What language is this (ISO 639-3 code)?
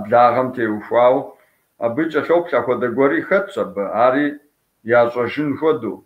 kbd